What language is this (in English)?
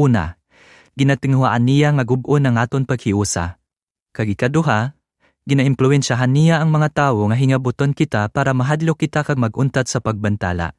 Hiligaynon